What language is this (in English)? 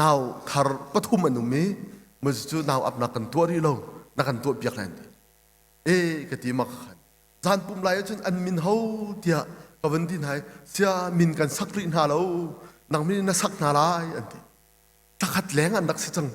Hakha Chin